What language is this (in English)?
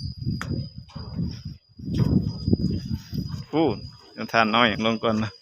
Lao